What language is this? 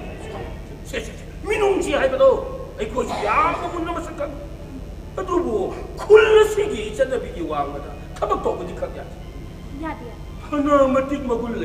Manipuri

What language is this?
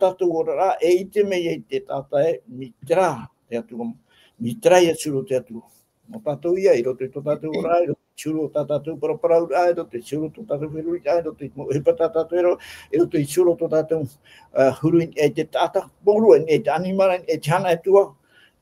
Tahitian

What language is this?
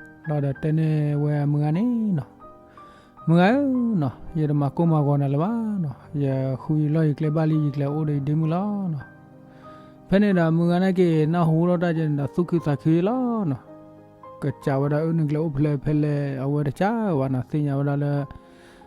S'gaw Karen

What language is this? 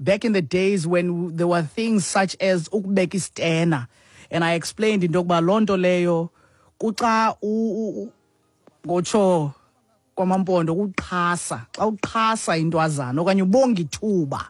Xhosa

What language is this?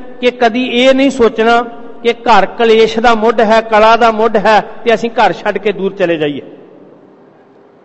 Punjabi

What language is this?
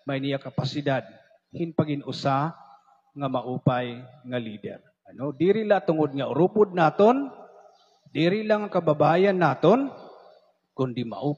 Waray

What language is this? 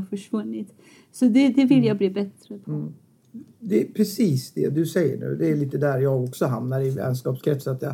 Swedish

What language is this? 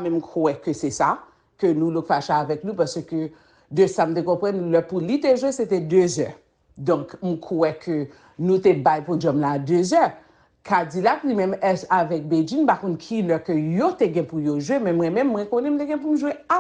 Haitian Creole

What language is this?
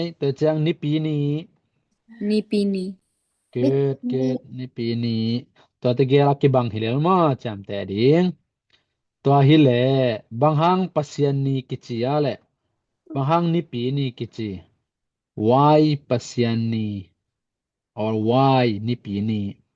Tedim Chin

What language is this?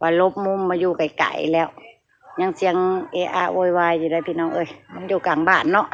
Northeastern Thai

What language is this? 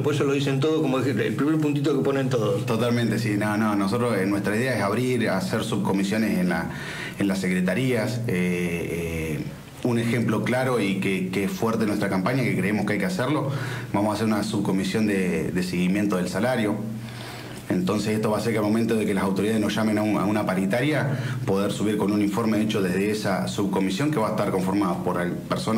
Spanish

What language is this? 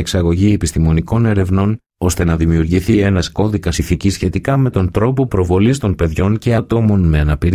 Greek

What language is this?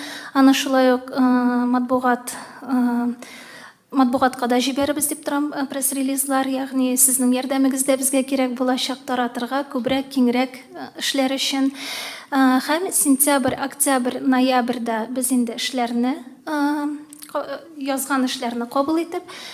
Tatar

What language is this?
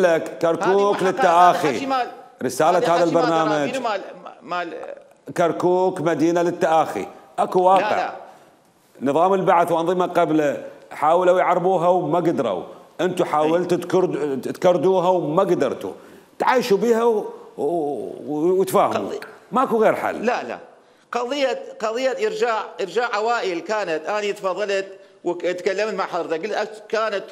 Mesopotamian Arabic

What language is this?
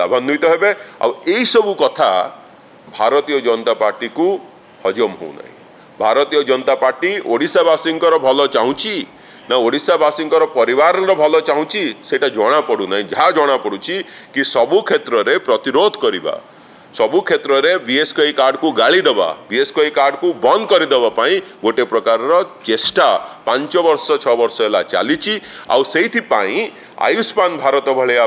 Odia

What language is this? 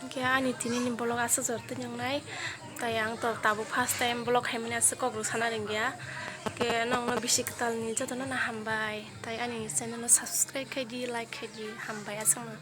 Kok Borok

